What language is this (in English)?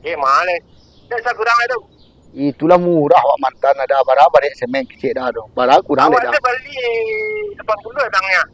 Minangkabau